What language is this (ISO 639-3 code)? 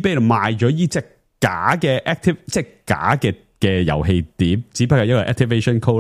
yue